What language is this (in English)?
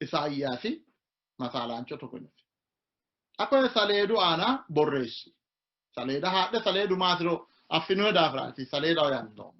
Sidamo